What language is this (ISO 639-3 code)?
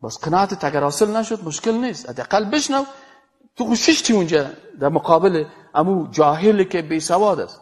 fas